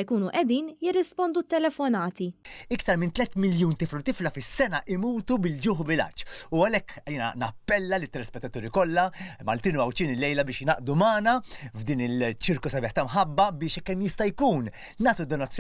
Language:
Maltese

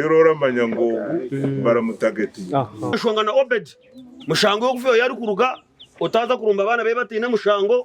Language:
Nyankole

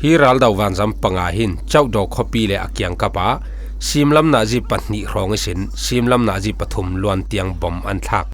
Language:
Falam Chin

